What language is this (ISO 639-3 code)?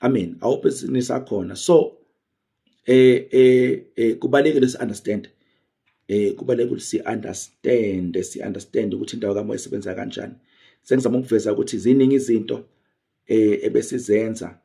zul